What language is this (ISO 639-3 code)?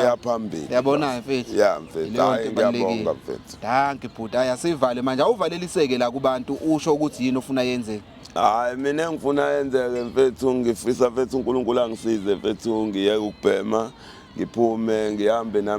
zul